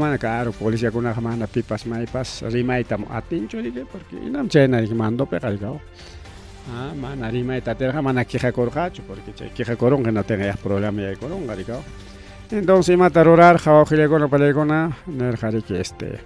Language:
Ayacucho Quechua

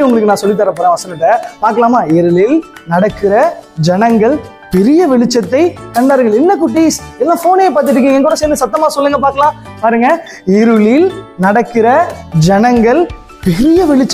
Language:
Tamil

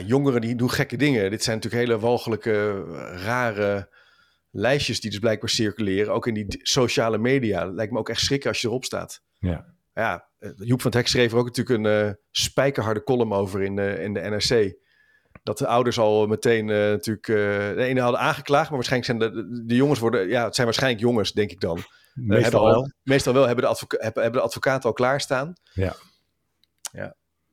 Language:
Dutch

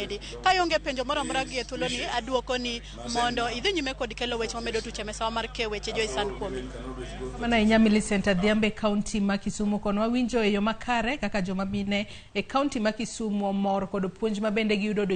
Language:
Luo (Kenya and Tanzania)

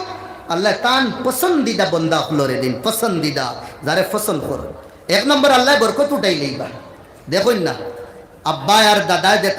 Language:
Sylheti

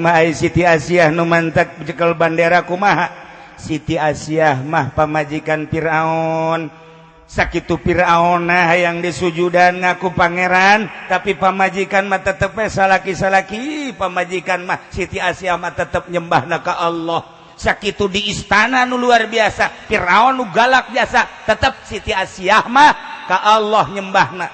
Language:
Sundanese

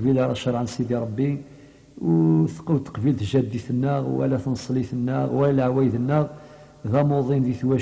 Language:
Kabyle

